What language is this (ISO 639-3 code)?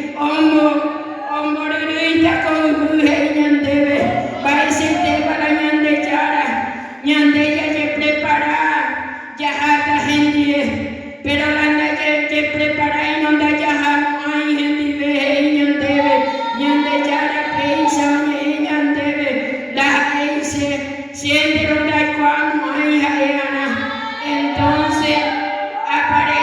grn